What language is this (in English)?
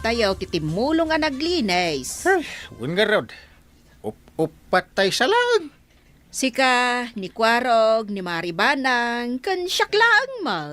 Iloko